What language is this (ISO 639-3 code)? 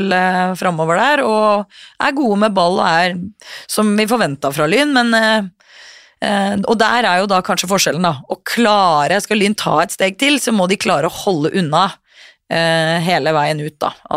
nor